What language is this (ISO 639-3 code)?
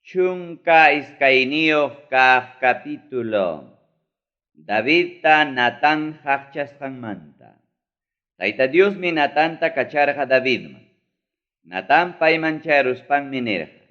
quy